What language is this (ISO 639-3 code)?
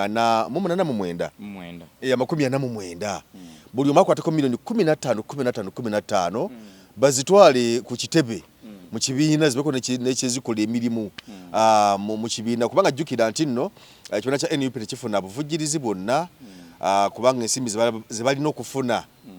lug